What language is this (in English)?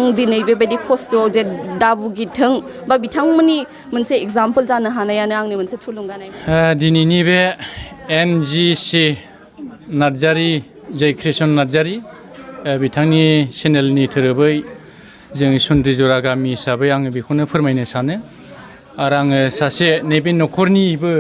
Bodo